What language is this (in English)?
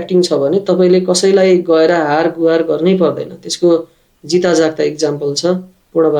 Nepali